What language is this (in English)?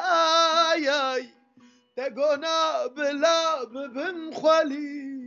Kurdish